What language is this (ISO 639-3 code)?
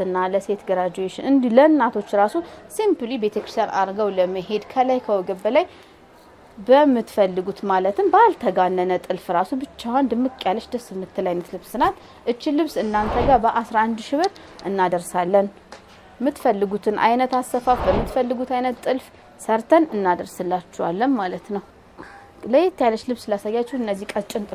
amh